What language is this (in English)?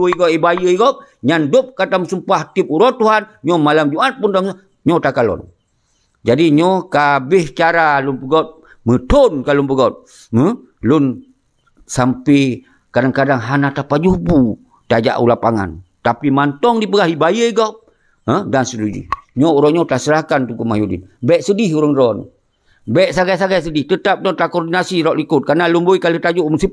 Achinese